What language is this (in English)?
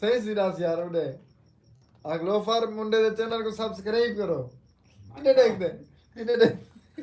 Saraiki